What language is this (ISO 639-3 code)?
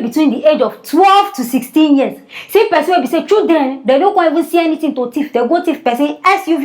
pcm